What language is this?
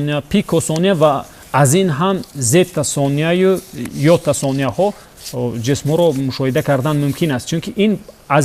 Tajik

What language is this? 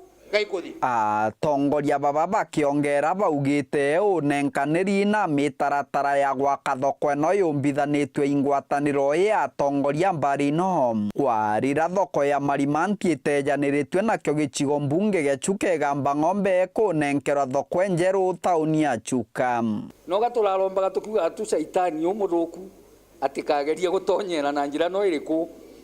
Meru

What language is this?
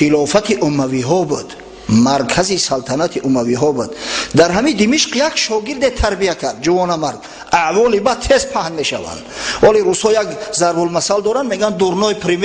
Tajik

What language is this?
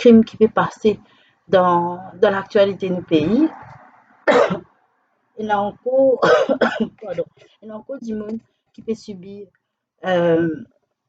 Morisyen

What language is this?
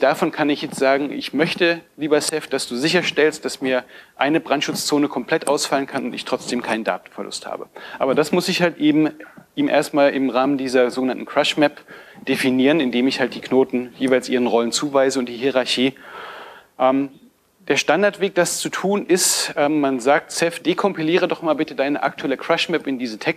German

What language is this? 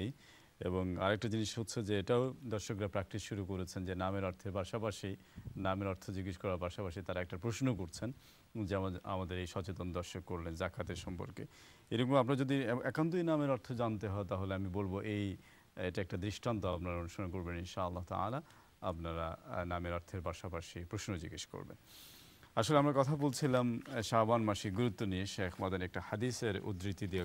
Bangla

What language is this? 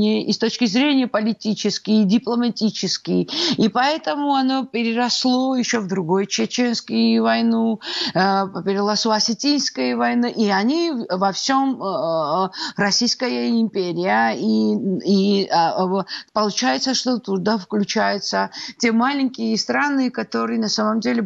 Russian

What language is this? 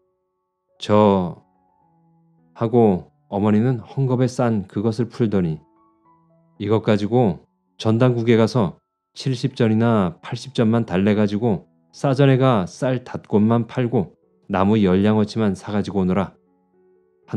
Korean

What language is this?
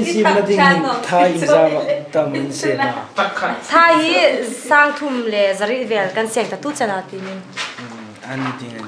Hmar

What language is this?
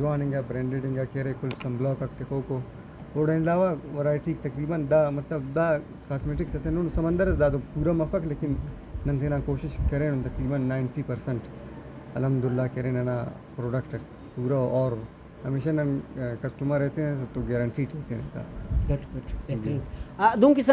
Brahui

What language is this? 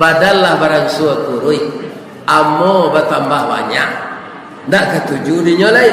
Minangkabau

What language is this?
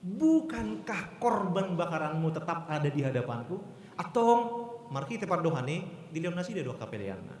Batak Toba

